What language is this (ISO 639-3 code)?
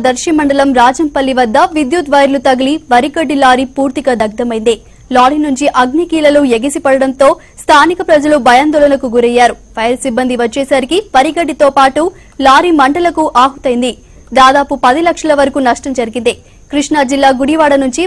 tel